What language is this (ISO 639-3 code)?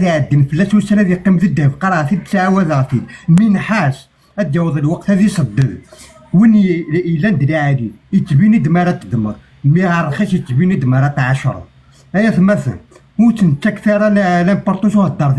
kab